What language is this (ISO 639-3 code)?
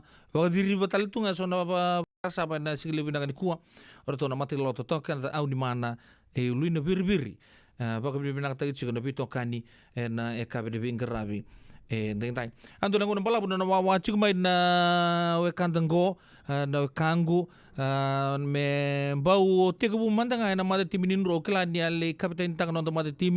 fij